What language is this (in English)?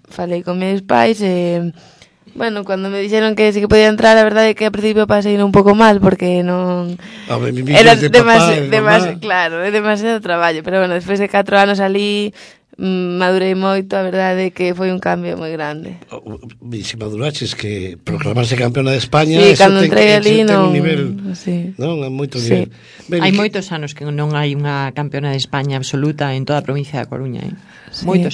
Galician